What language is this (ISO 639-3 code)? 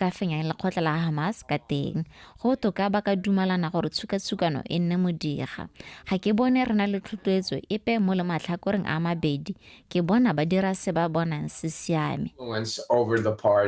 tsn